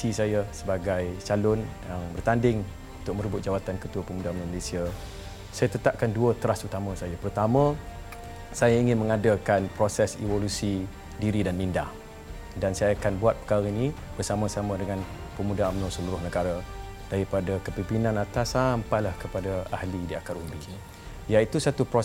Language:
Malay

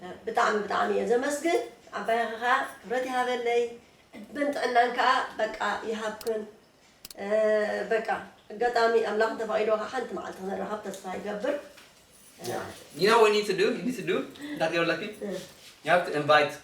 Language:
Tigrinya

